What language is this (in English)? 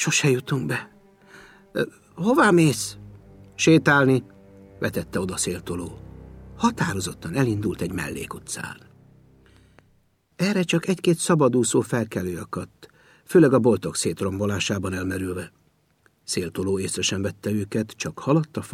Hungarian